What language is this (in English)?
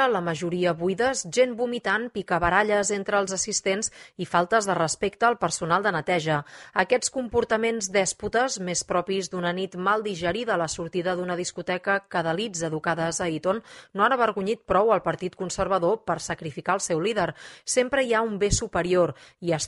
Catalan